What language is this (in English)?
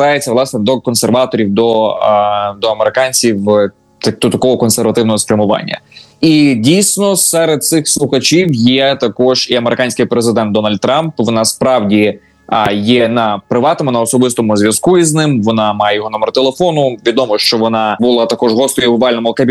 Ukrainian